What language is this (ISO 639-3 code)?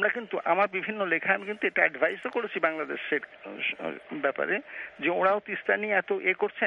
ben